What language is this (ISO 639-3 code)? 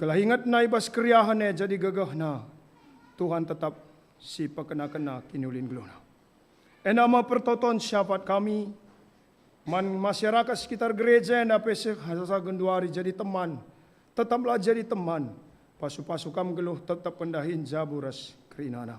btx